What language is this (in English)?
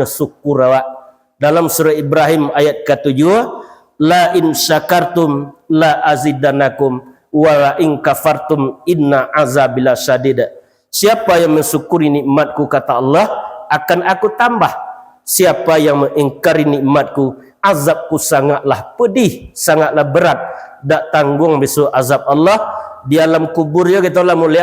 Minangkabau